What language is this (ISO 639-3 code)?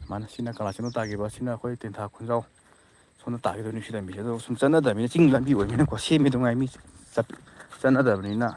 mni